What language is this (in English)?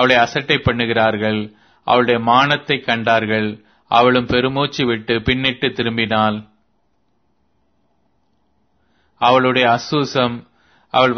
Tamil